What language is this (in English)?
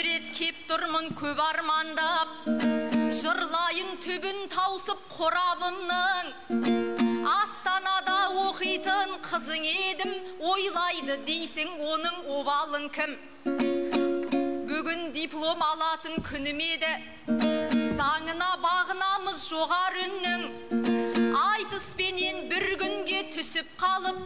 Kazakh